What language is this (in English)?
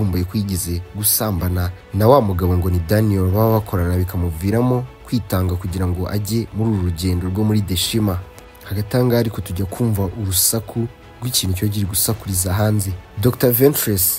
Kinyarwanda